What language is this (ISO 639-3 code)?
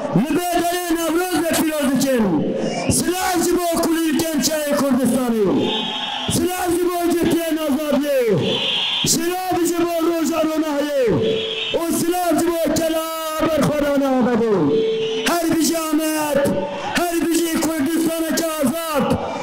kur